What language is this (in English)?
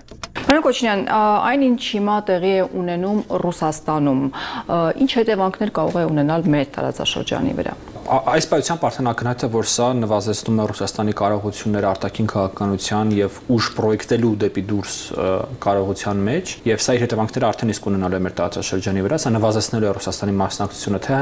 Armenian